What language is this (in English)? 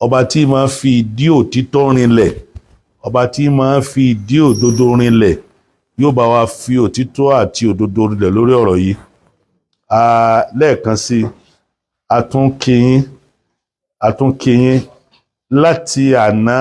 Yoruba